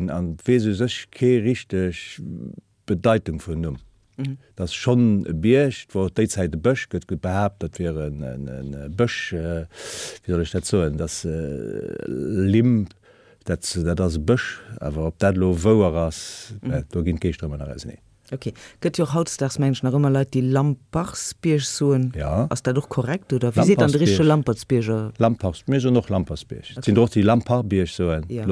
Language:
Luxembourgish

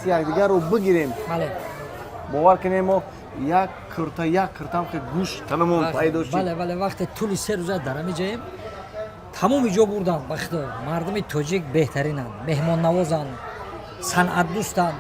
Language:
Tajik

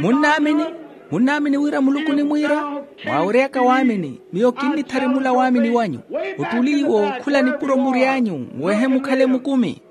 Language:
Makhuwa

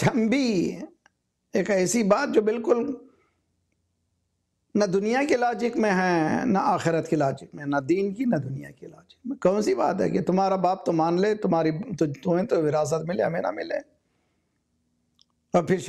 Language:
Urdu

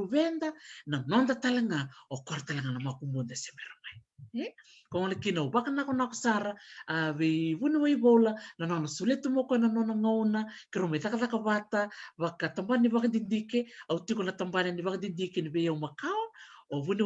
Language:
Fijian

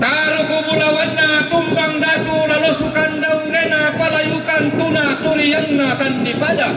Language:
Toraja-Sa'dan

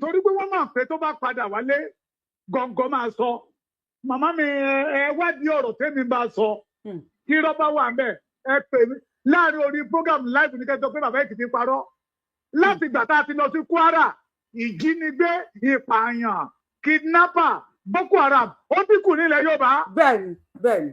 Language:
Yoruba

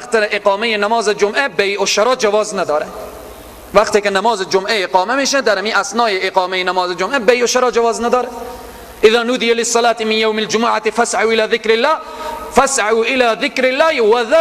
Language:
Persian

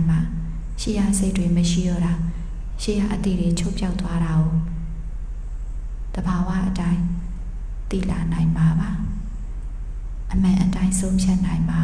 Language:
Burmese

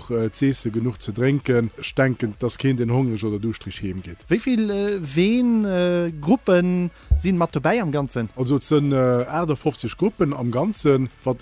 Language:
Luxembourgish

